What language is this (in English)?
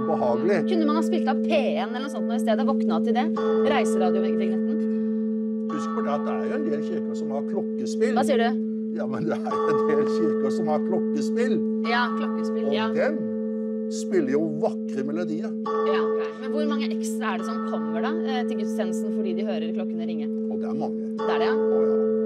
Norwegian